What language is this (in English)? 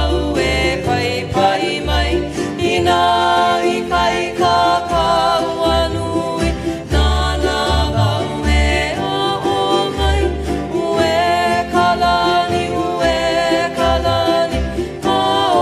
Hawaiian